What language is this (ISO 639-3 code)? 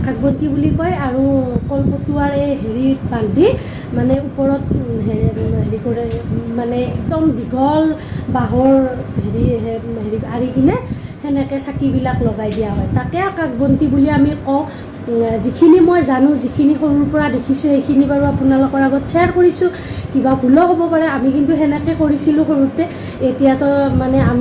asm